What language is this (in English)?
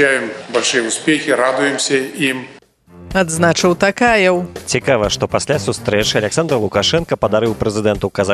Belarusian